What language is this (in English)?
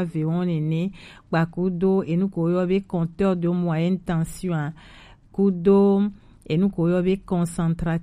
Gen